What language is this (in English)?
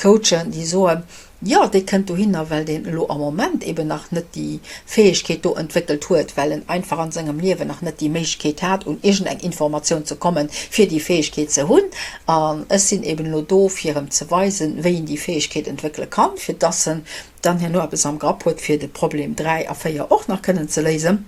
Luxembourgish